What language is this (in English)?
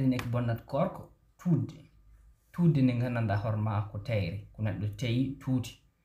Fula